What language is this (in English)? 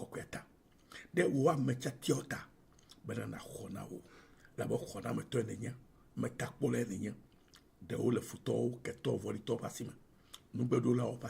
Ewe